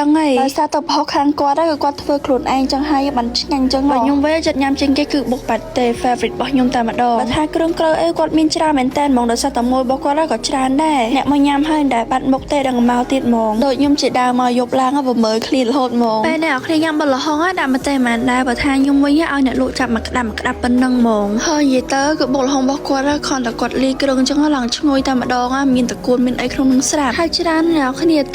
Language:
Khmer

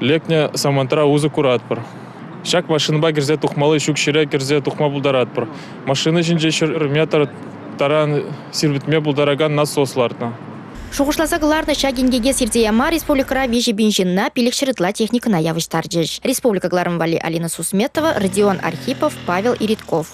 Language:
Chuvash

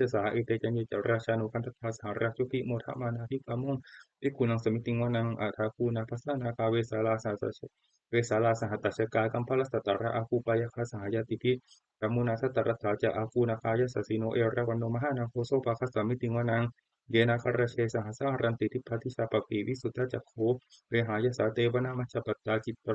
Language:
Pali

